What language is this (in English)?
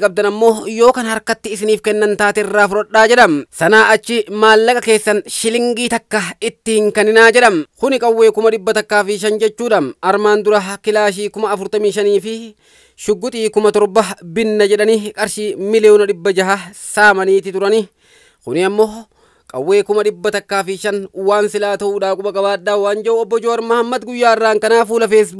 Oromo